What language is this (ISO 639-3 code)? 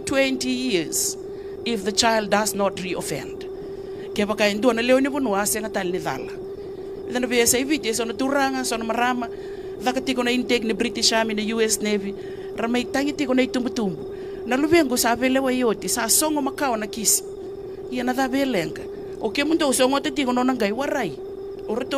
fij